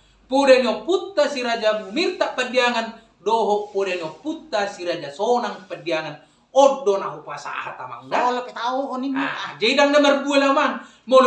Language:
Batak Toba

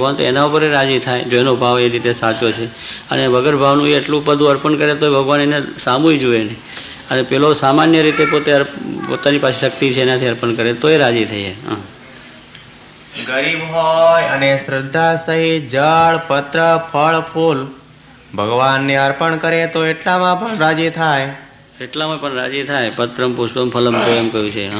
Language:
Gujarati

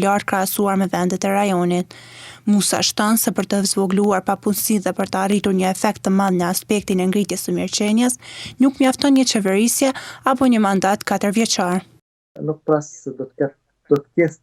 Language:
Albanian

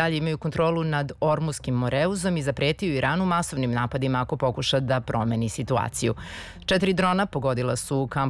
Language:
Serbian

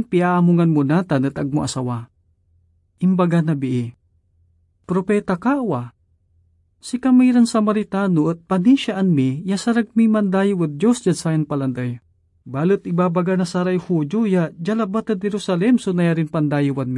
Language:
Pangasinan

